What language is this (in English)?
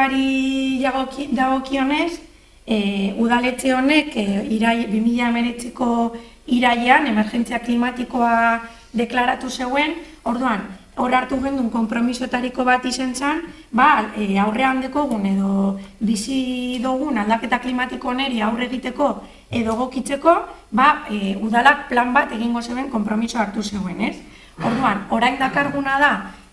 Basque